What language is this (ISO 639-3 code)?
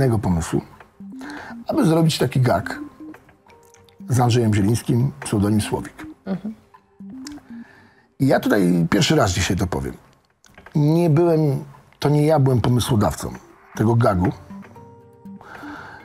pol